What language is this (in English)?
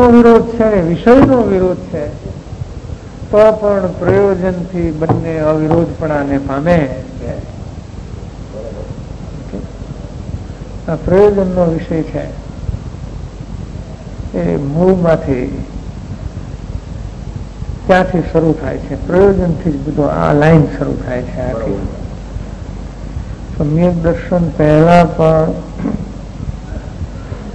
Gujarati